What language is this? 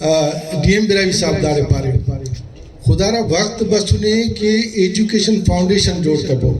Brahui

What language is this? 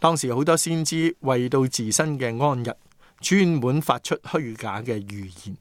Cantonese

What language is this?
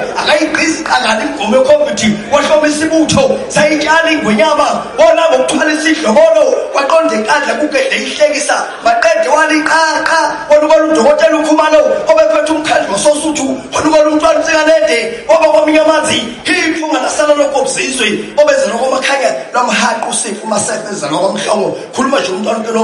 Zulu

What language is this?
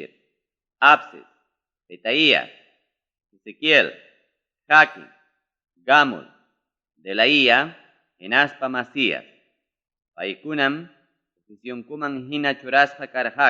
Ayacucho Quechua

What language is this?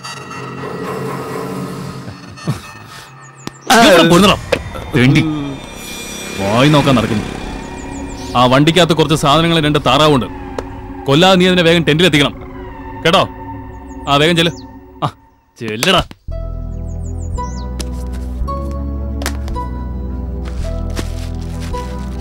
Malayalam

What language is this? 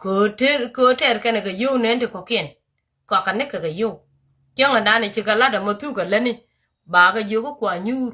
Nuer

